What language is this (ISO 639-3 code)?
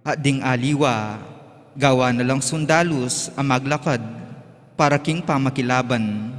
pam